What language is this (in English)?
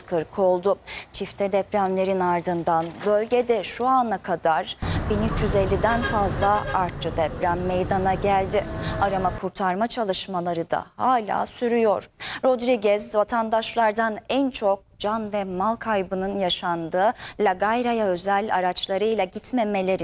Turkish